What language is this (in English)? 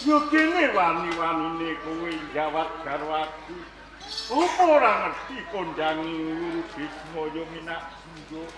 Javanese